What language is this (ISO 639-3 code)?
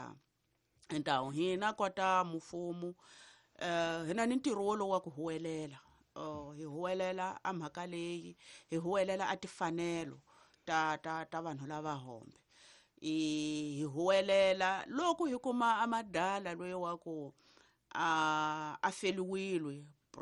tso